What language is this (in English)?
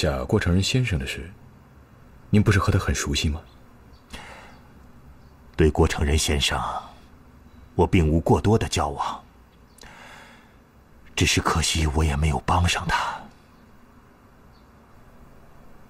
Chinese